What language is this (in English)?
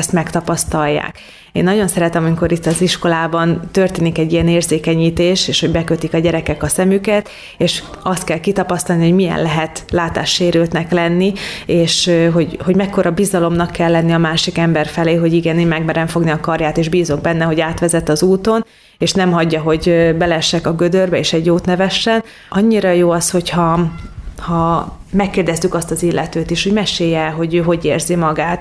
Hungarian